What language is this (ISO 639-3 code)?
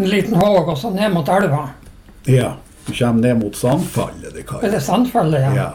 nor